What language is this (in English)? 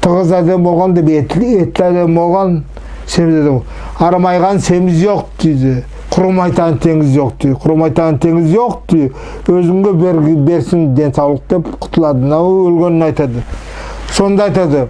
Nogai